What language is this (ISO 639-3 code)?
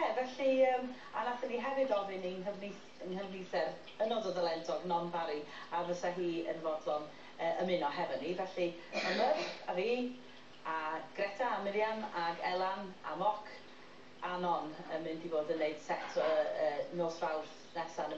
cym